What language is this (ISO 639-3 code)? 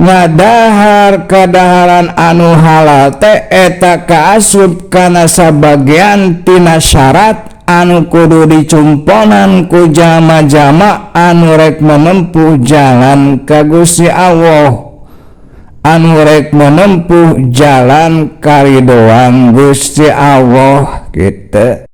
sun